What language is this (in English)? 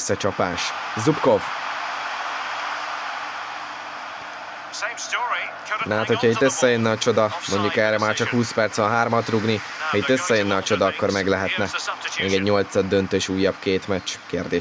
Hungarian